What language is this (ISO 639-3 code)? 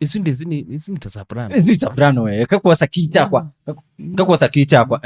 kam